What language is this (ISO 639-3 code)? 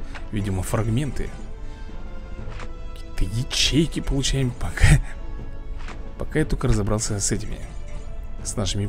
rus